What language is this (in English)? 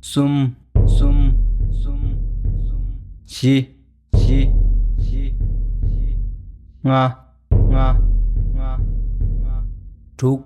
Tibetan